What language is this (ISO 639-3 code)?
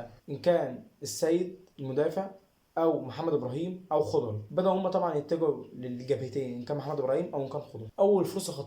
arz